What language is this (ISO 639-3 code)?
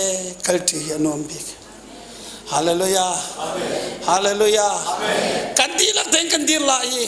cnh